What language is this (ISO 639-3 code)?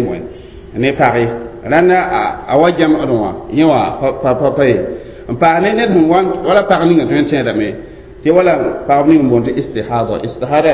mos